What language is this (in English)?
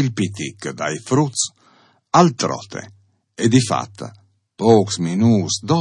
Friulian